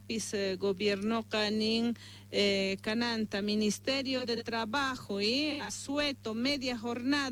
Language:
Quechua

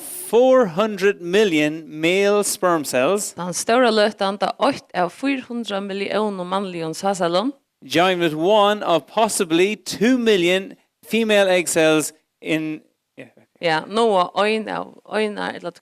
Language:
Faroese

